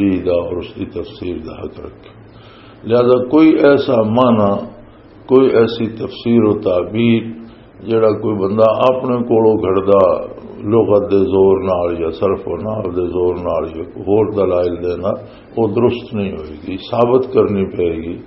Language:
Western Panjabi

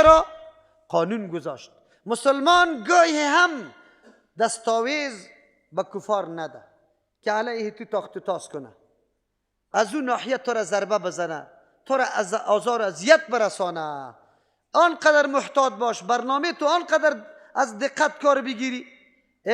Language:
Persian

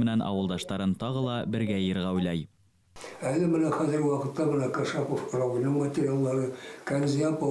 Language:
Bashkir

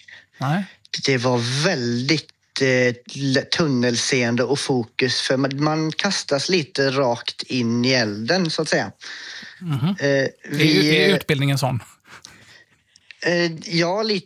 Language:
Swedish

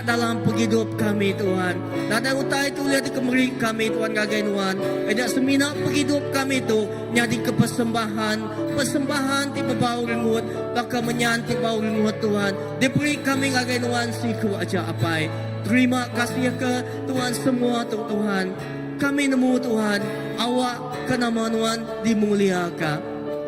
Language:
Iban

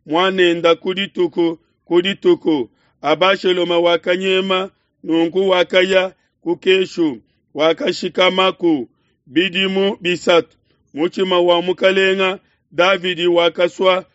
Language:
Luba-Lulua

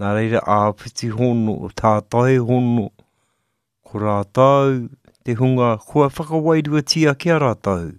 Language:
Māori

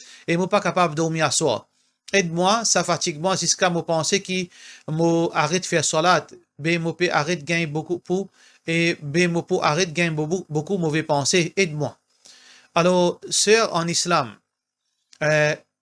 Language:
Morisyen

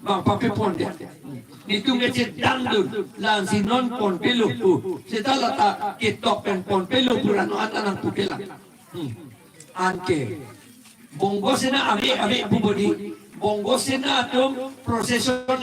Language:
Karbi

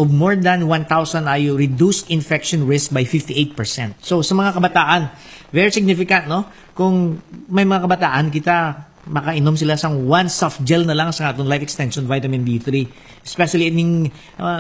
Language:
Hiligaynon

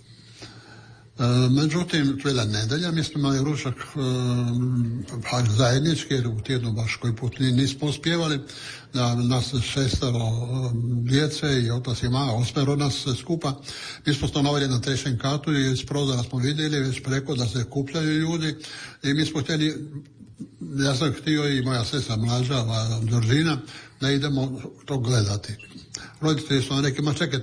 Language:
Croatian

